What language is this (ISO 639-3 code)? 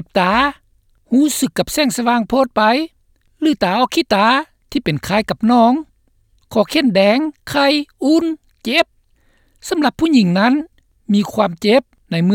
lao